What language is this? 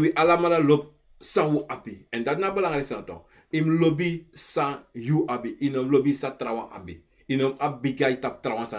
Sranan Tongo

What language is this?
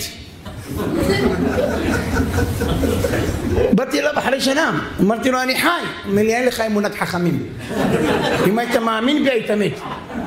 Hebrew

